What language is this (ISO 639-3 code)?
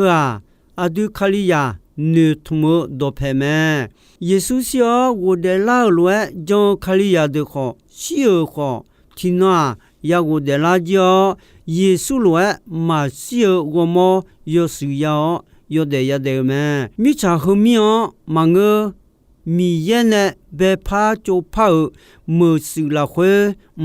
ahk